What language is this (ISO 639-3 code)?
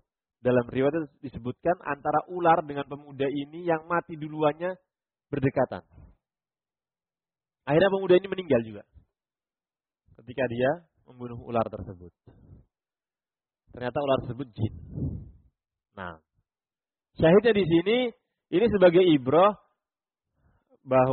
ind